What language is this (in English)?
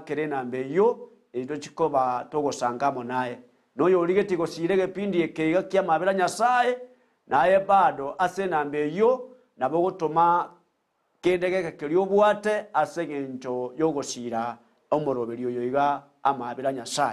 Gusii